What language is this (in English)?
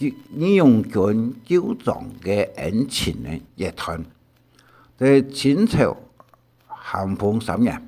Hakka Chinese